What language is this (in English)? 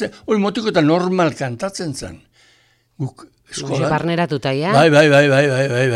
Basque